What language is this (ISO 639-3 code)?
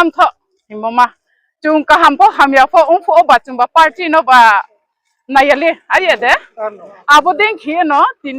ria